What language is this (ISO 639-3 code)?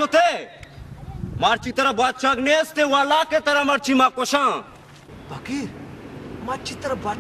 bal